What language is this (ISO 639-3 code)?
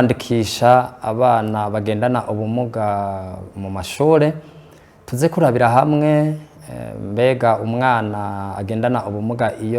run